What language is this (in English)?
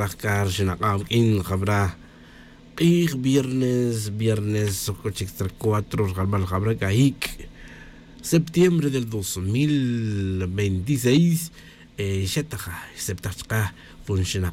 Tz'utujil